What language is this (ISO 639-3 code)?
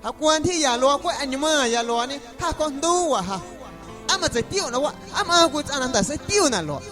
amu